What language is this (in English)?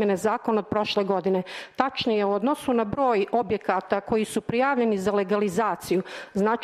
Serbian